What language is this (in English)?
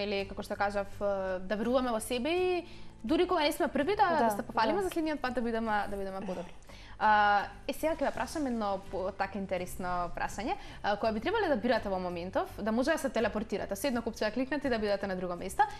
Macedonian